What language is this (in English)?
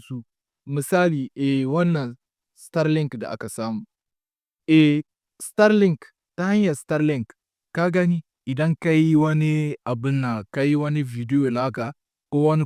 Hausa